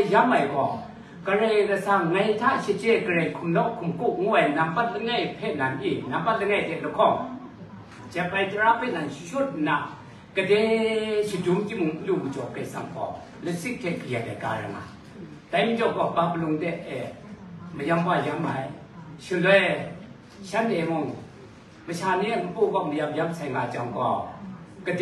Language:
Kachin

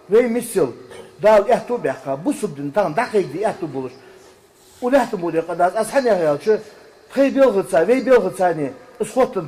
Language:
Ingush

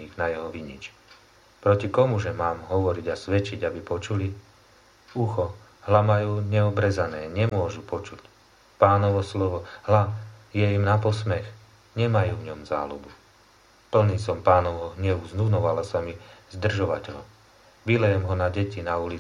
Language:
Slovak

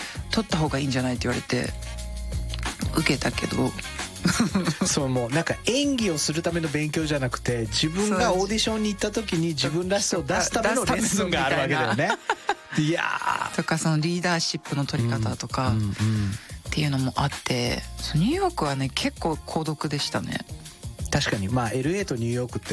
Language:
Japanese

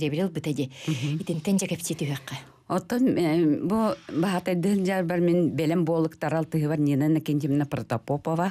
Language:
Yakut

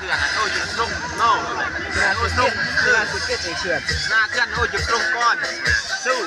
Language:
Lao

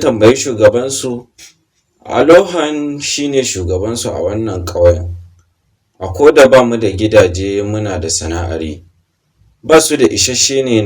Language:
Hausa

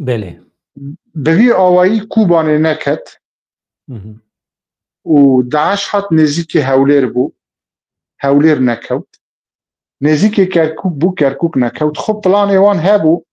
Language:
Kurdish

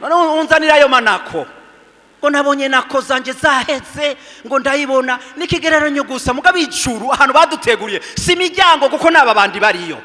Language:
Rundi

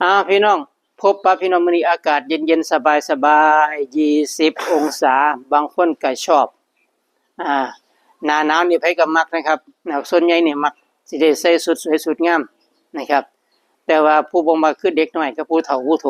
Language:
Northeastern Thai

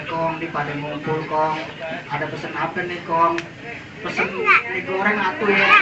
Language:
Betawi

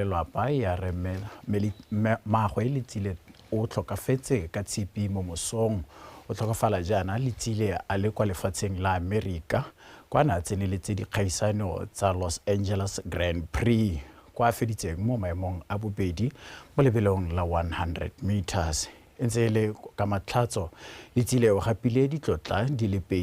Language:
Tswana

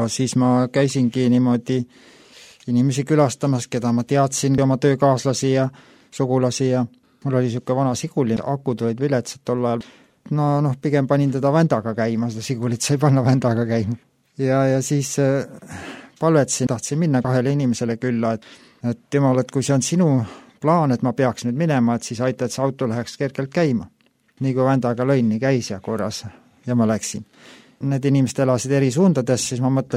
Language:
Estonian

